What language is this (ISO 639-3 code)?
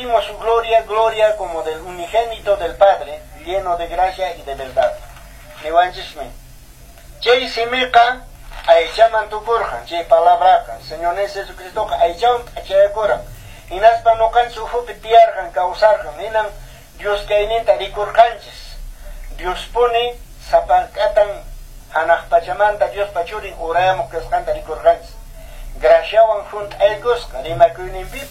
que